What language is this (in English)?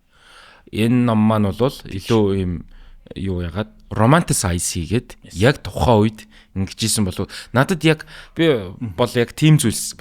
Mongolian